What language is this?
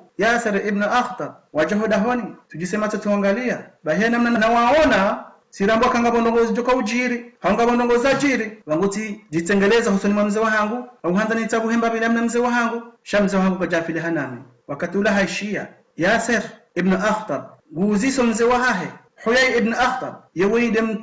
Ngazidja Comorian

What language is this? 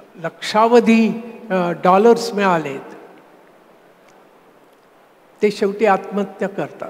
Marathi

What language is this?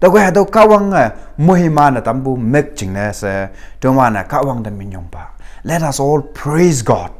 Konyak Naga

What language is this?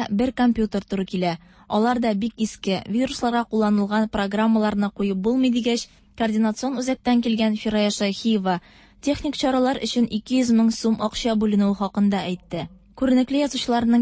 Tatar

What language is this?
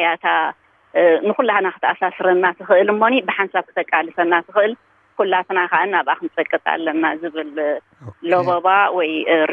Tigrinya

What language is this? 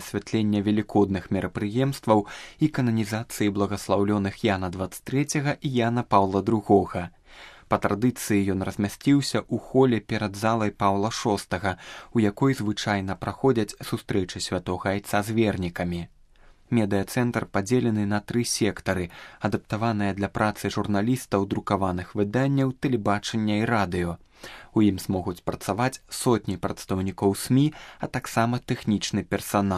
Belarusian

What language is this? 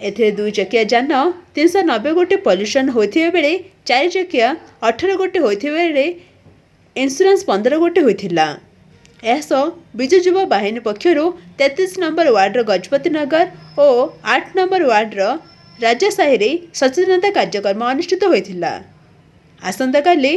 Odia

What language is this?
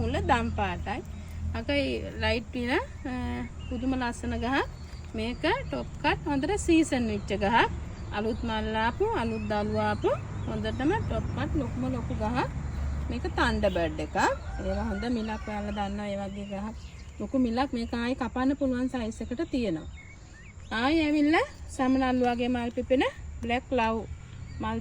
Sinhala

